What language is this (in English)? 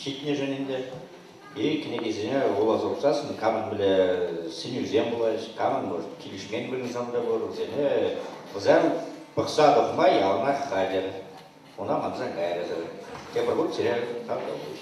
Chuvash